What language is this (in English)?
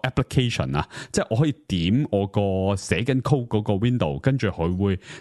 Cantonese